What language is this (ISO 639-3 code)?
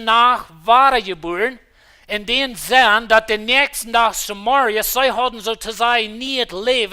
pdt